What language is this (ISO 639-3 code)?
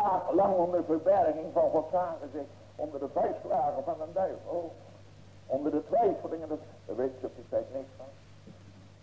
nld